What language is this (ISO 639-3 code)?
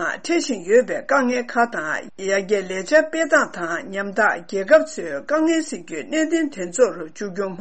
bod